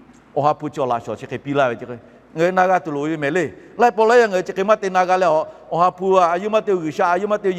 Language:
Lahu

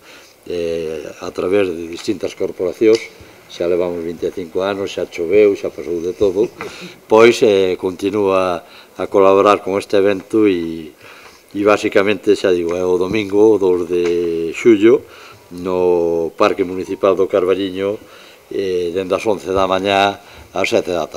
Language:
Galician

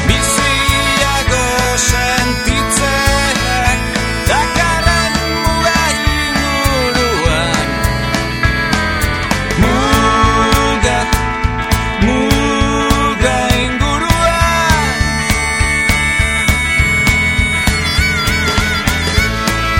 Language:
Basque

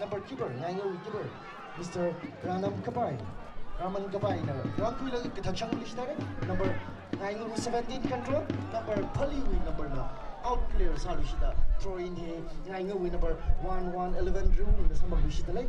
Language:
Tangkhul Naga (India)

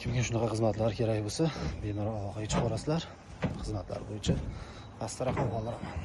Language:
Uzbek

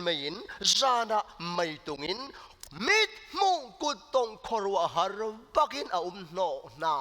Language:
Hakha Chin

